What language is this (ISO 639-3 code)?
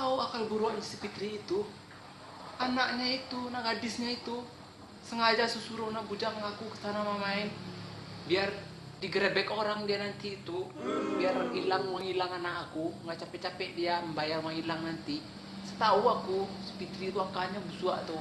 min